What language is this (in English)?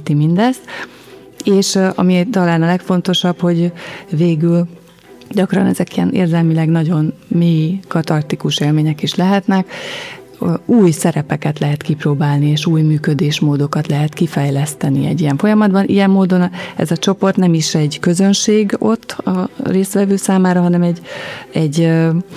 Hungarian